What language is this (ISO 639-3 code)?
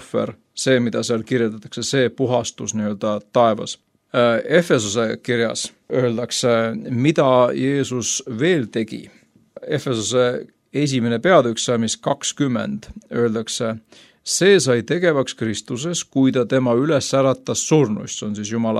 est